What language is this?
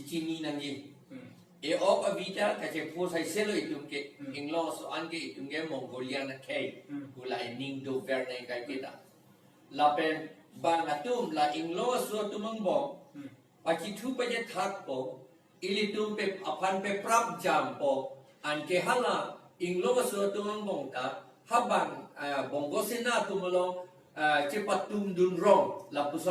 Karbi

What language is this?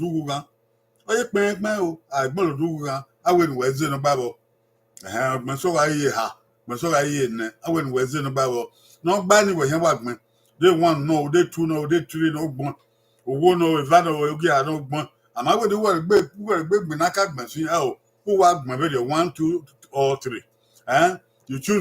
Bini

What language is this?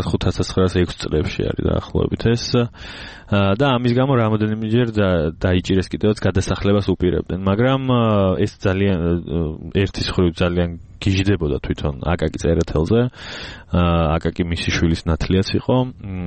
Georgian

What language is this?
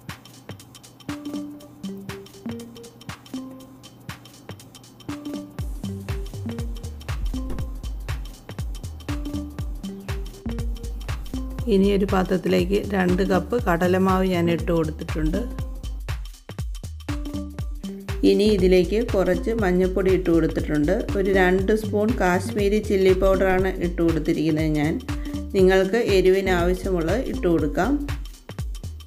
Malayalam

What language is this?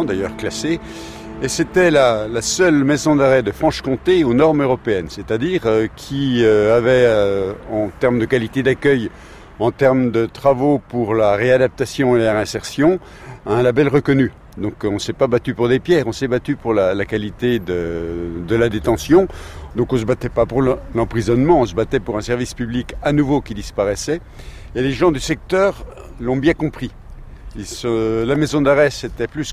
French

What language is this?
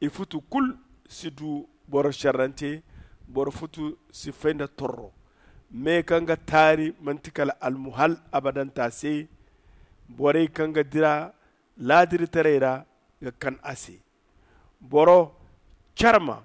Zarma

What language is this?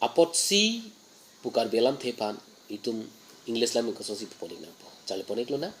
Karbi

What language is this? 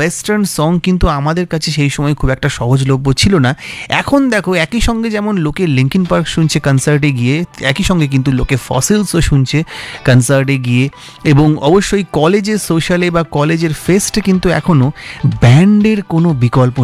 Bangla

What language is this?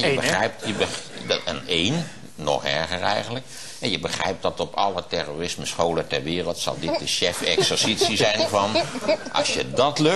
Dutch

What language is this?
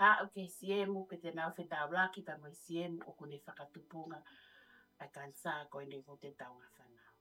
Tongan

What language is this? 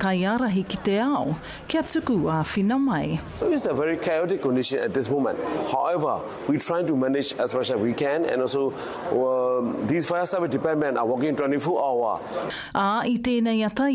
Māori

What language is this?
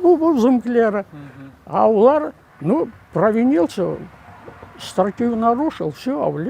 Crimean Tatar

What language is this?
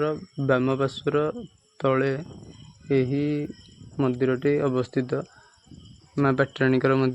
Odia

